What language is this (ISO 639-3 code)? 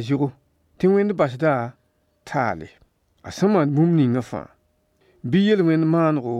mos